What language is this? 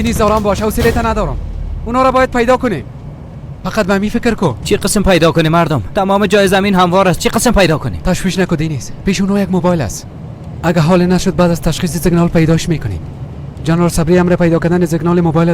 Persian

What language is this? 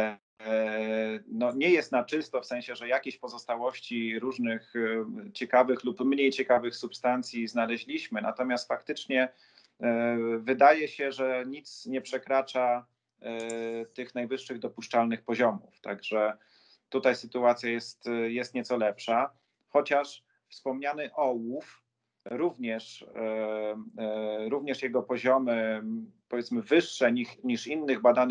Polish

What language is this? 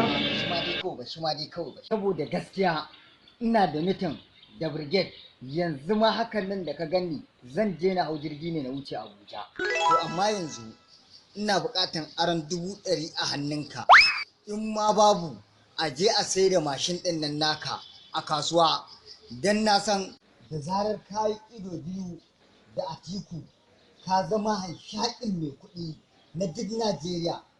Hausa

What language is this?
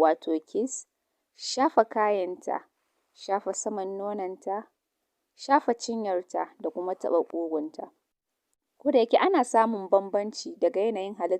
Hausa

